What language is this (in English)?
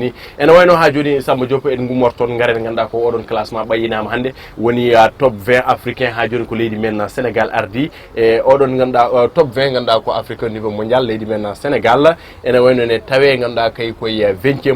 Fula